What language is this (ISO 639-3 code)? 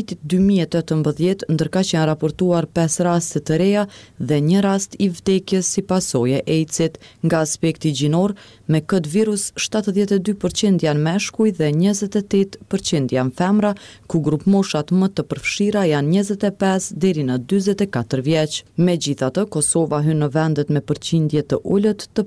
sqi